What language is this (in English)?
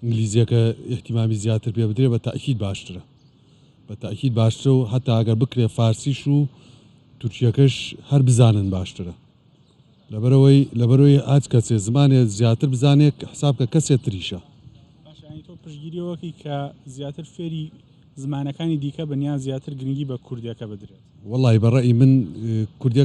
Central Kurdish